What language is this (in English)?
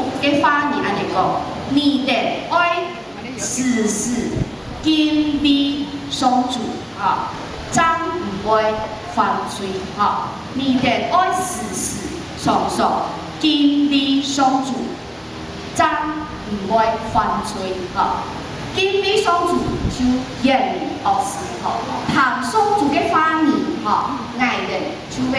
Hakka Chinese